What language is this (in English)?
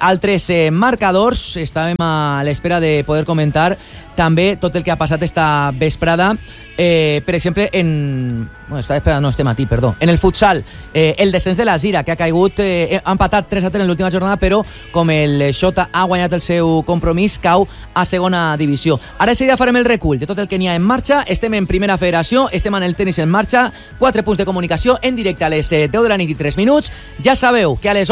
Catalan